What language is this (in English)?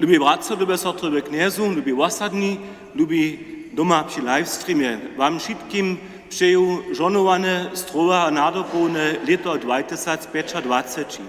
Upper Sorbian